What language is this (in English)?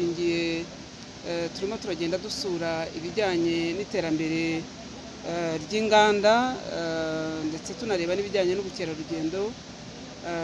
Kinyarwanda